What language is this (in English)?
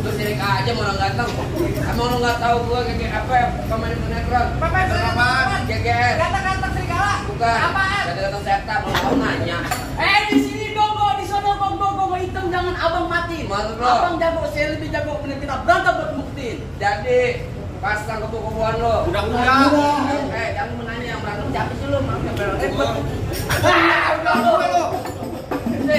Betawi